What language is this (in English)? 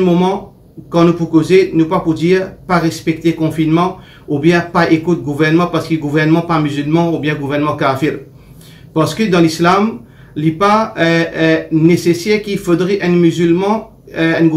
Morisyen